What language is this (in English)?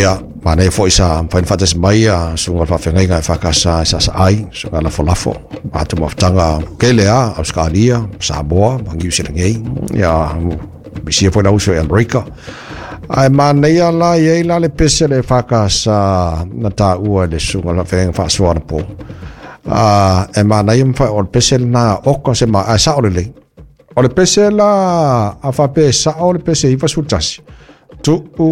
Samoan